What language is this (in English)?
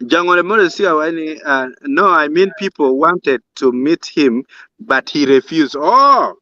Acoli